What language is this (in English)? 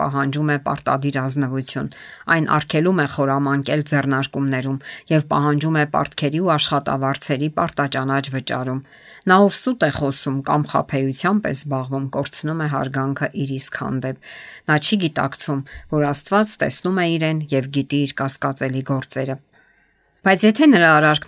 Armenian